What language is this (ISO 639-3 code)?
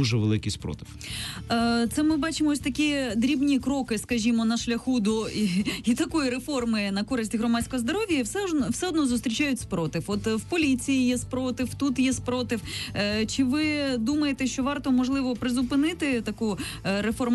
ukr